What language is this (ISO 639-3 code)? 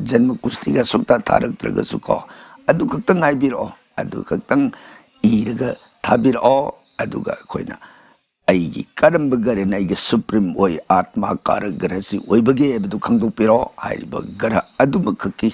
mni